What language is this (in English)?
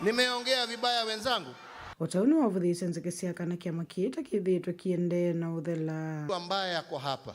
Kamba